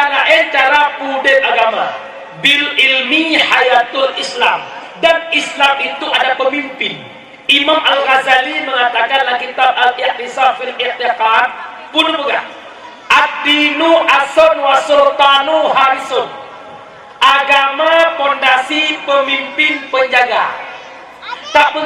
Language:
Achinese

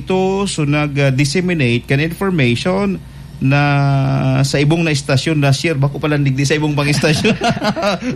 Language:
Bikol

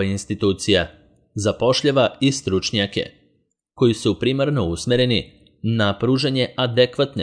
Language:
Serbian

